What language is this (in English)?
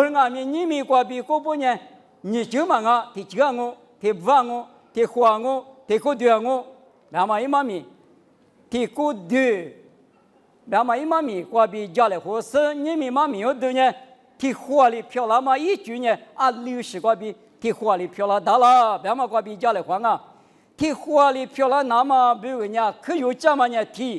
Lisu